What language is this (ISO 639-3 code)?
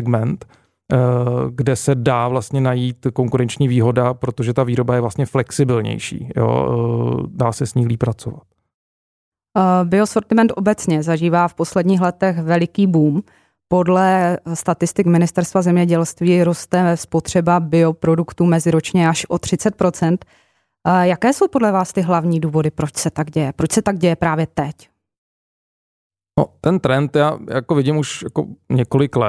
ces